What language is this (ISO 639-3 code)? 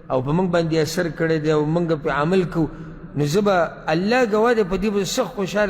pus